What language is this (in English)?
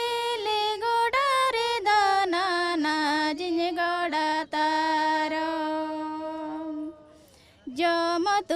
Santali